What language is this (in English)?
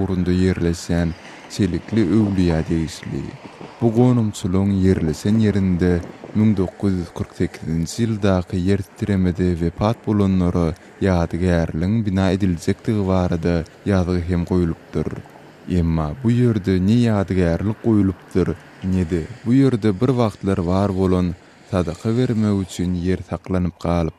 Turkmen